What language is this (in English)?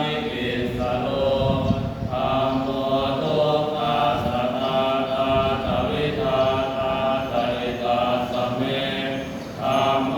Pali